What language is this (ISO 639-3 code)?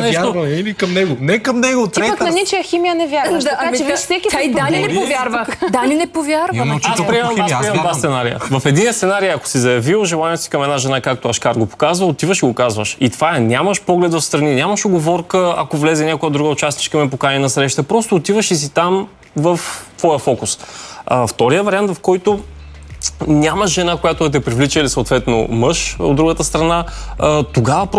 bul